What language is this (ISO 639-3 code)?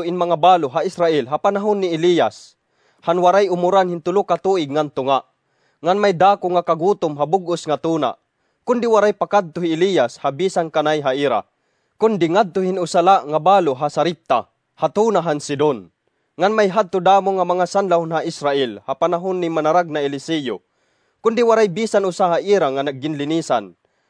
war